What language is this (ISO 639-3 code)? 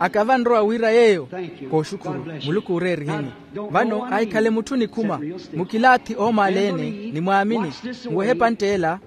vmw